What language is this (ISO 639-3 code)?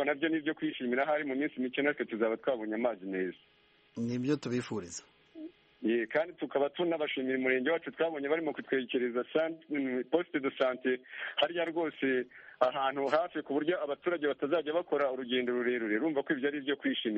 kin